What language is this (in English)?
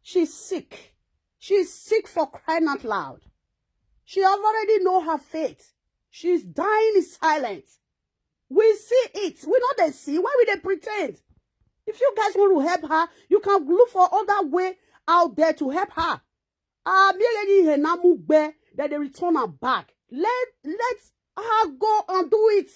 Nigerian Pidgin